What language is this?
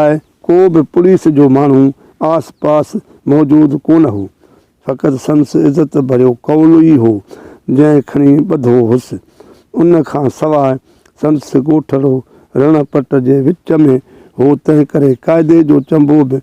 Sindhi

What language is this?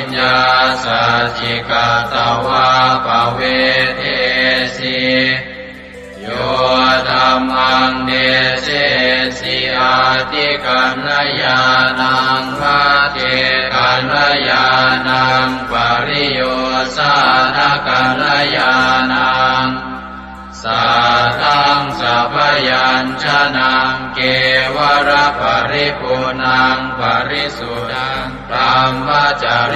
Pali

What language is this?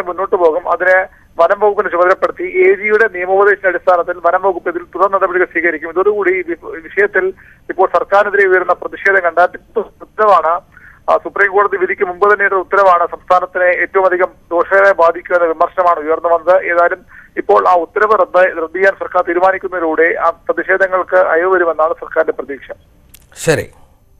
Malayalam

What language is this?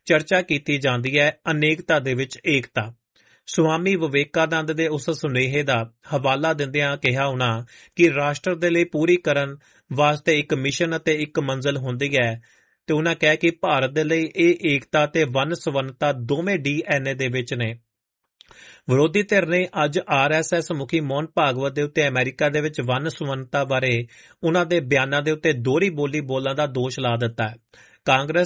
Punjabi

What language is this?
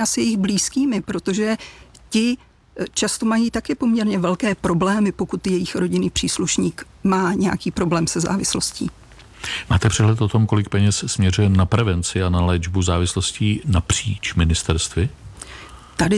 Czech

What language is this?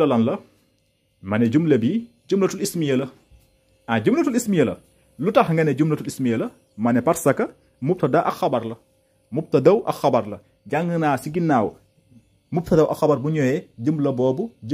Wolof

